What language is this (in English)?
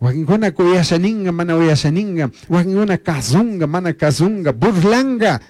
Chimborazo Highland Quichua